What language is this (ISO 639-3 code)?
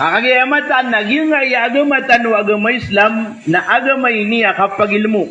mrw